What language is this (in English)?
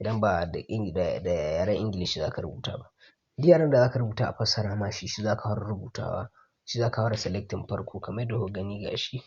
Hausa